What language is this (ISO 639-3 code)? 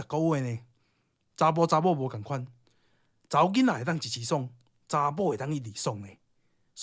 nan